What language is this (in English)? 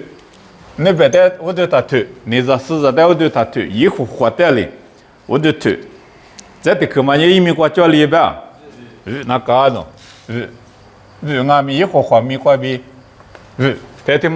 Lisu